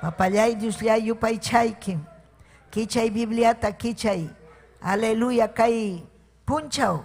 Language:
Ayacucho Quechua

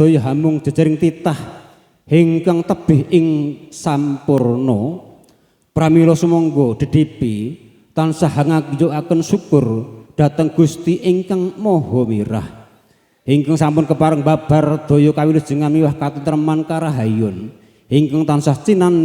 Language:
Javanese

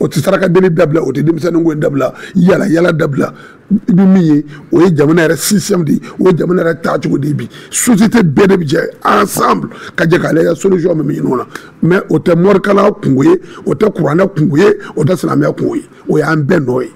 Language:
Bambara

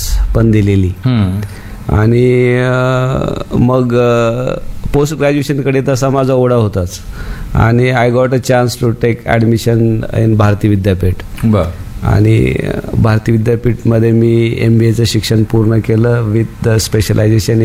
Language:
Marathi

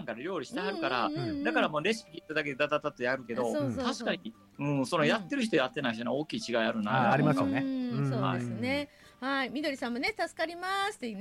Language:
Japanese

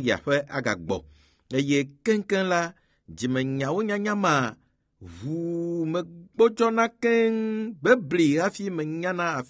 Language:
Ewe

